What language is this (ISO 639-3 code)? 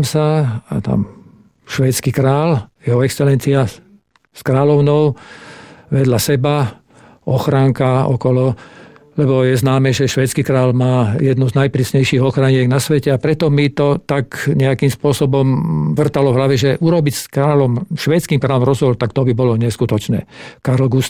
slk